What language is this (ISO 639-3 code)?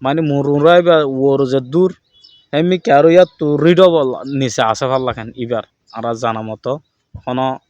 rhg